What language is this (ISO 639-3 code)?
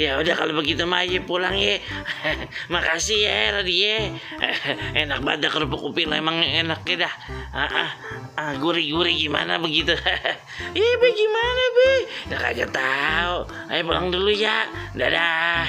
bew